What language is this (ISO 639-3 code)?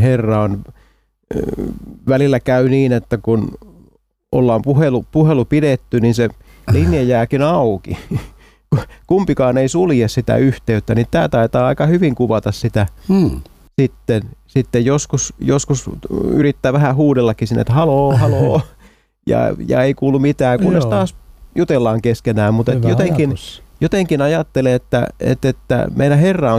fin